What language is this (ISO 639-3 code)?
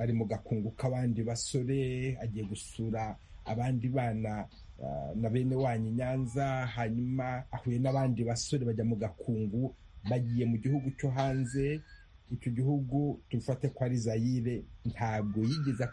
kin